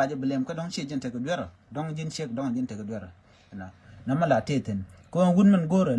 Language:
Nuer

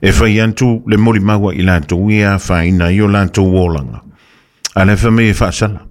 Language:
Samoan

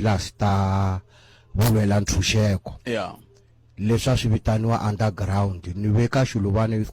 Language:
Tsonga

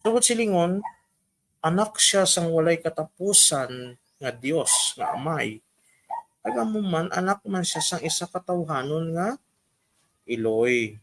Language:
Hiligaynon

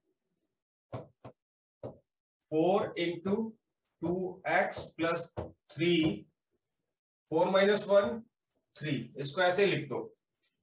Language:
Hindi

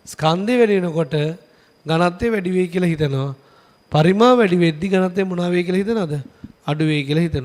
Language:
Sinhala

